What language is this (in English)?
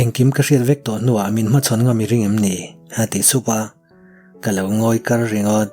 Mizo